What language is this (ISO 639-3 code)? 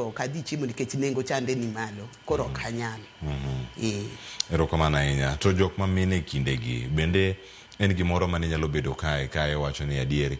luo